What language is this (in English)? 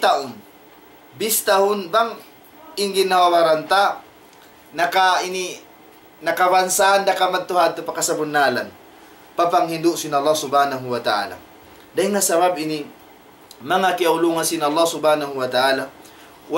Tausug